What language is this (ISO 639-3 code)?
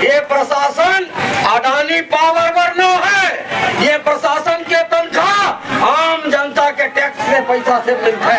hne